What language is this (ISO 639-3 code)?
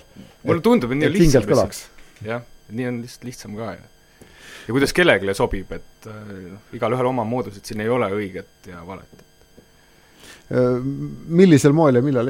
est